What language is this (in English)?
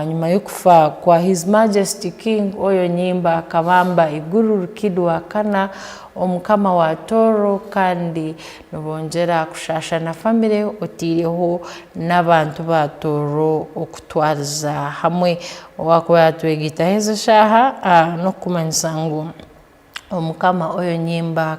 Tooro